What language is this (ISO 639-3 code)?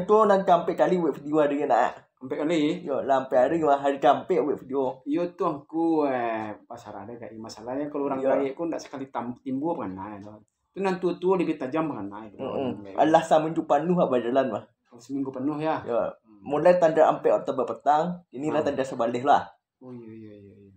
min